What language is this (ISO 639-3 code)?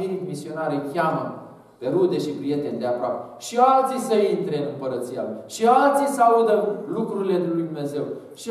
ron